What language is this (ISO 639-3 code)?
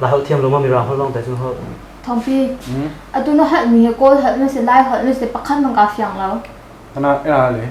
cnh